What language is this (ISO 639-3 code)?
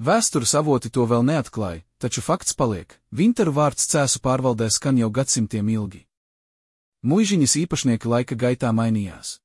lav